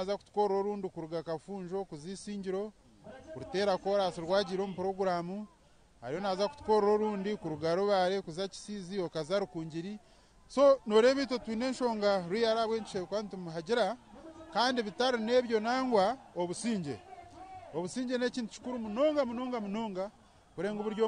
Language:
Nyankole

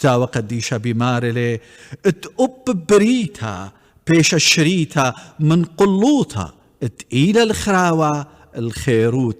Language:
Assyrian Neo-Aramaic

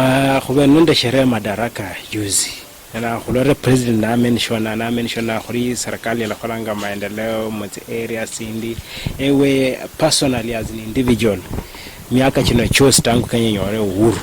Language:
Luyia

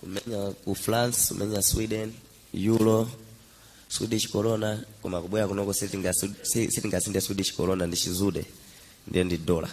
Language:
Nyanja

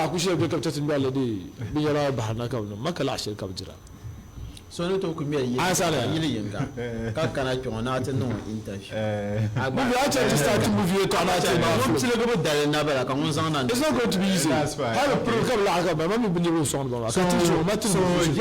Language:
Dagbani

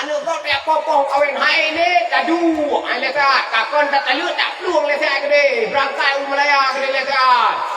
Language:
Achinese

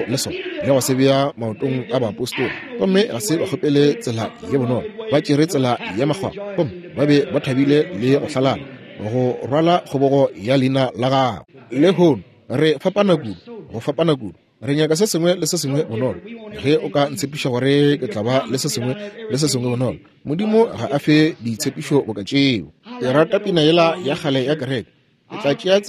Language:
Northern Sotho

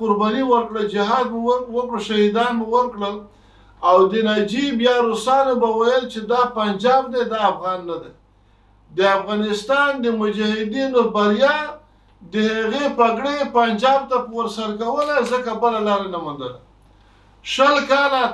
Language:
Pashto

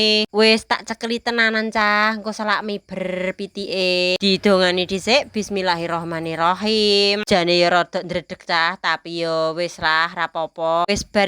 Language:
Javanese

